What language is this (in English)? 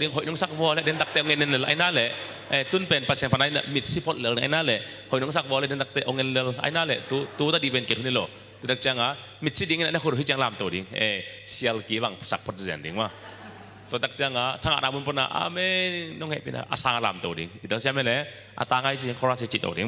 Tedim Chin